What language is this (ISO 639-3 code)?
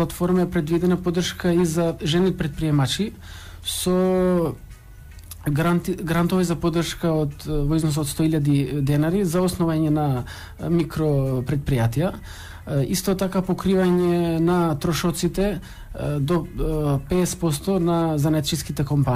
mkd